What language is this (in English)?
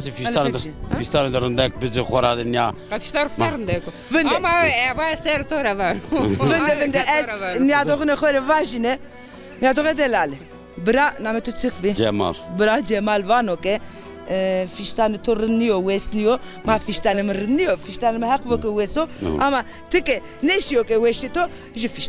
Zaza